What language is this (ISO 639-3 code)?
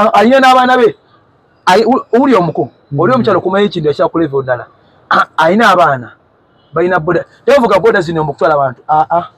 lug